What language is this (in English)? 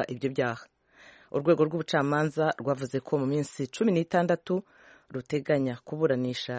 Kinyarwanda